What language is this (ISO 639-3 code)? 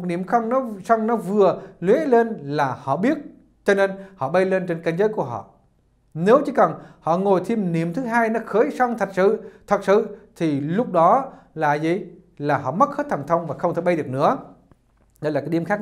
vie